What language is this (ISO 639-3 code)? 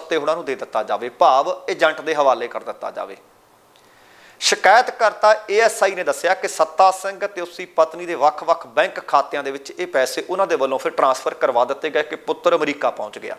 pan